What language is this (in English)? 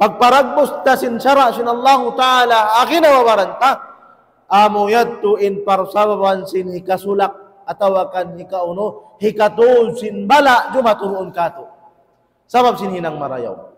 Tausug